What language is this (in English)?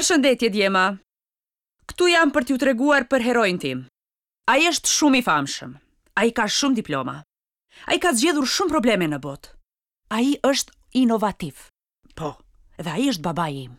Albanian